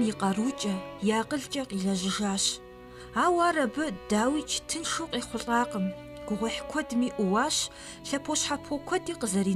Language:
Kabardian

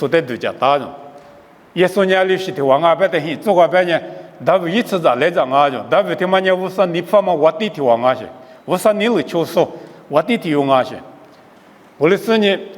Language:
Lisu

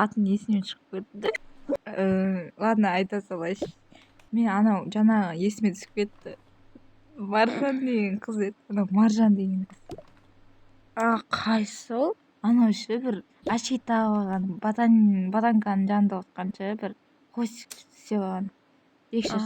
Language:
Kazakh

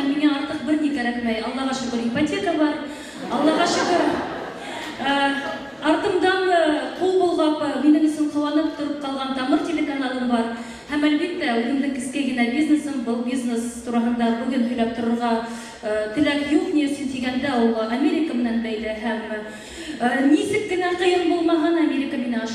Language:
Bashkir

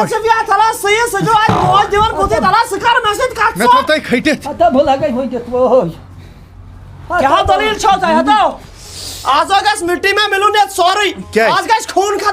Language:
Kashmiri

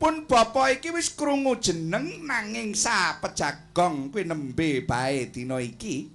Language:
Javanese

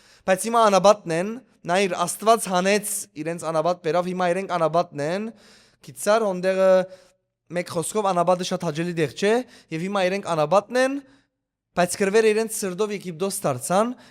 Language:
Western Armenian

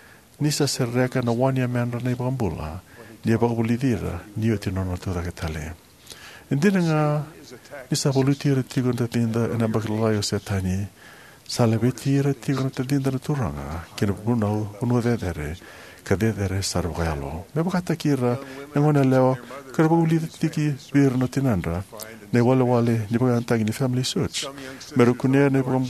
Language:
Fijian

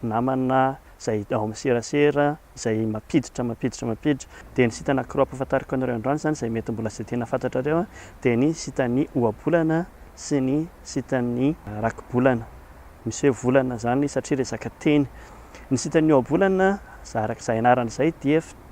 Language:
Malagasy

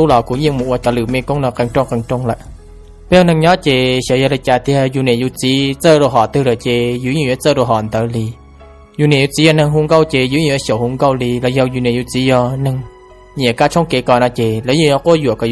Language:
Hmong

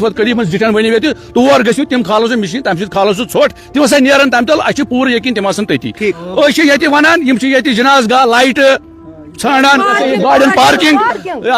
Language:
Kashmiri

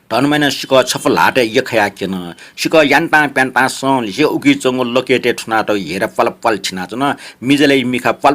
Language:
Newari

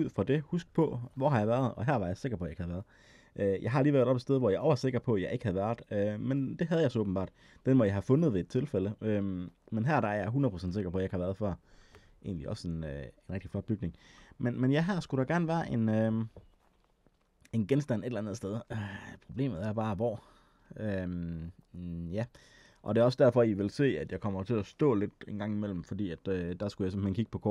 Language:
Danish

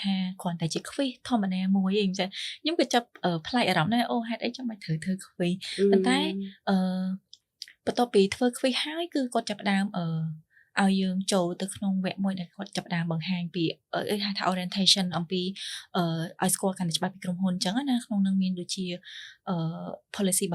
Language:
Khmer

